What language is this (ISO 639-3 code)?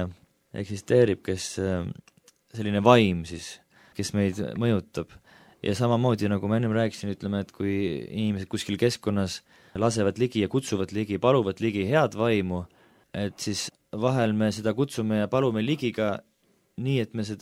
est